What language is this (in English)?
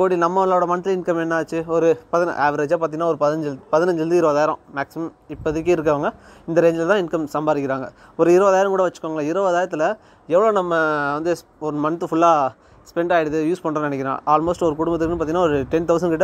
Tamil